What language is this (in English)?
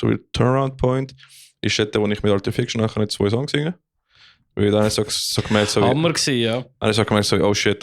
Swiss German